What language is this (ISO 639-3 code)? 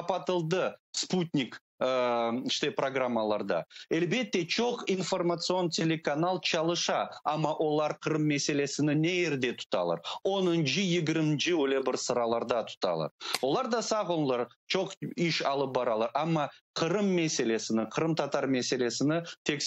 crh